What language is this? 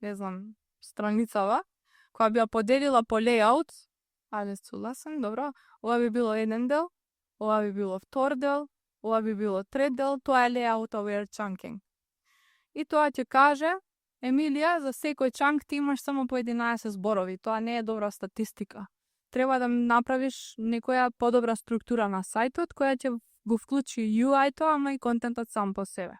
Macedonian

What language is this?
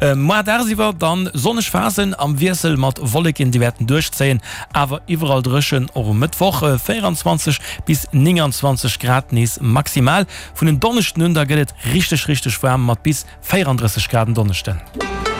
Luxembourgish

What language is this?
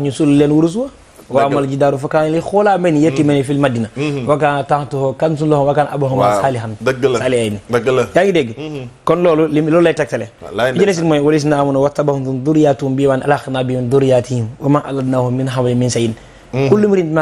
Wolof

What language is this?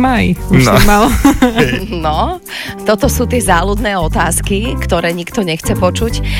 Slovak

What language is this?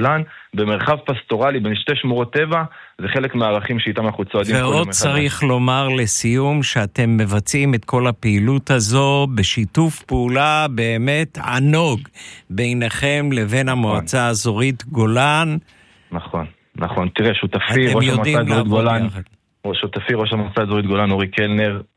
Hebrew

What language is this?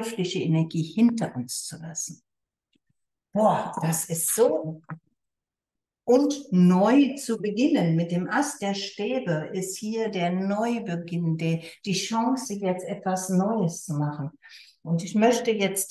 German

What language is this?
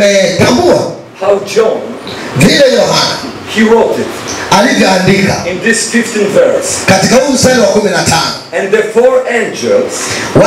Swahili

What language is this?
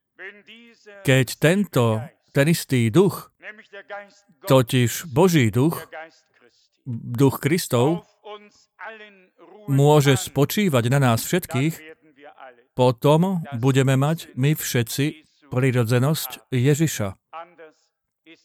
Slovak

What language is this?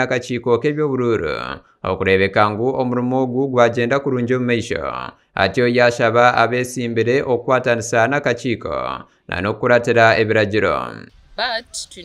Nyankole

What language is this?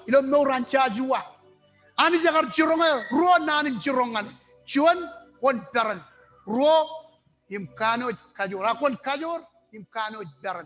Marshallese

